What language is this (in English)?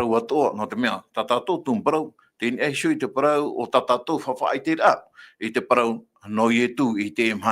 Tahitian